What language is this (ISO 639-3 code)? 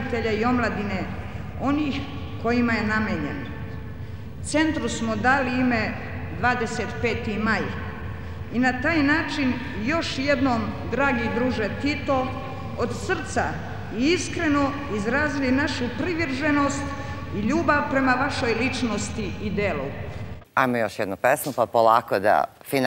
srp